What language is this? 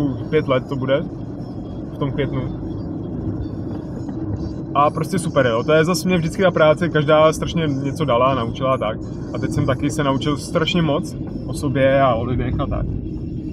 Czech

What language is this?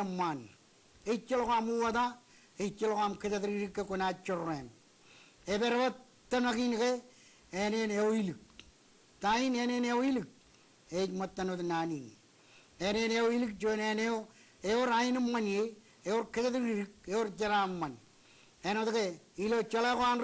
Marshallese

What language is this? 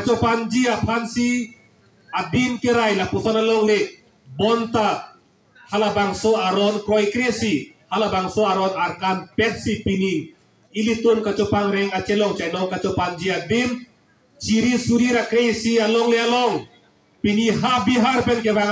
Karbi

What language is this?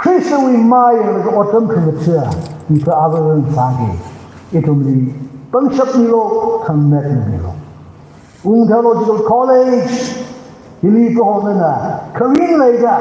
Tangkhul Naga (India)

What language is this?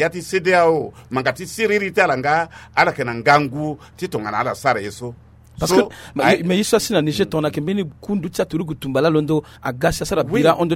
Sango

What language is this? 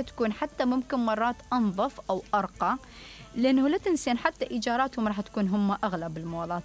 Mesopotamian Arabic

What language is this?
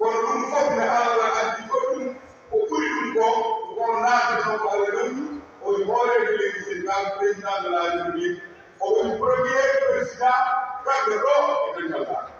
Fula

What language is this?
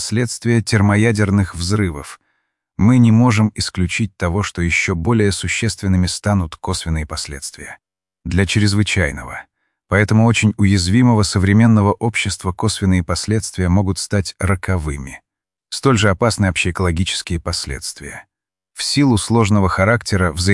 Russian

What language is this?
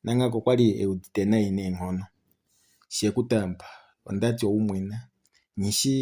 Kuanyama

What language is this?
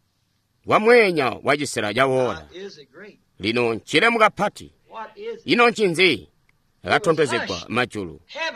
Tonga (Zambia)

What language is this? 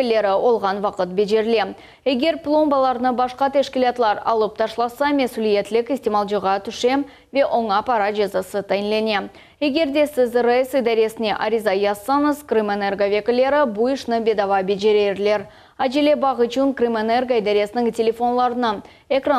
Crimean Tatar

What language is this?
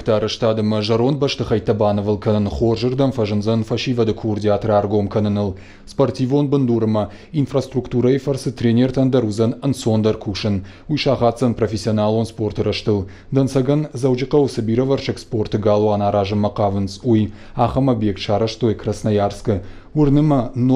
Ossetic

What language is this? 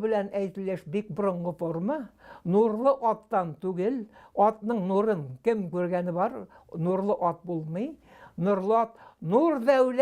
Tatar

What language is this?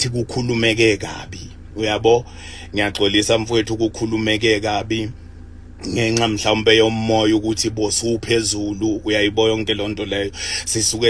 Zulu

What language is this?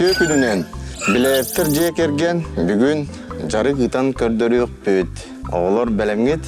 Yakut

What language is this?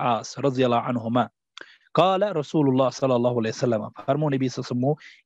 Kashmiri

